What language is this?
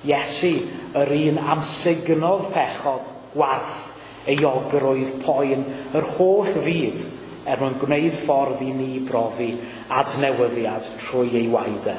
Welsh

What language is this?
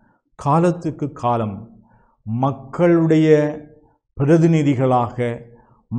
Tamil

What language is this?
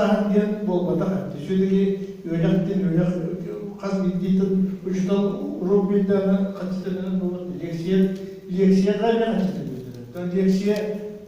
Yakut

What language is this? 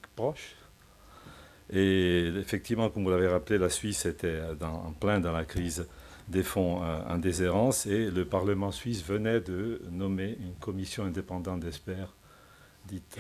French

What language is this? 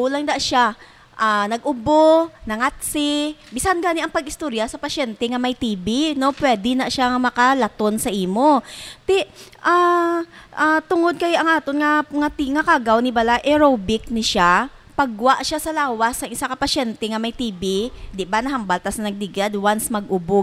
Hiligaynon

